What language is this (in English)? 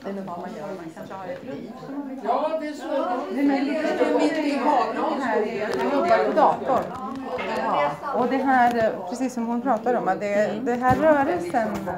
Swedish